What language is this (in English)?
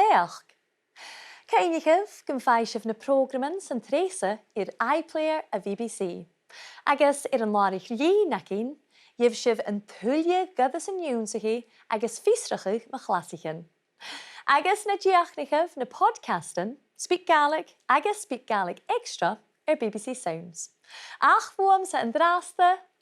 Scottish Gaelic